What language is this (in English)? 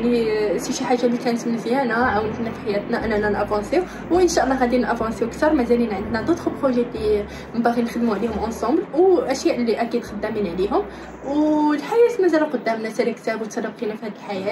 Moroccan Arabic